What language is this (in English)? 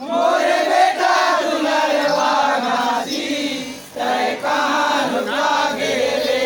Chhattisgarhi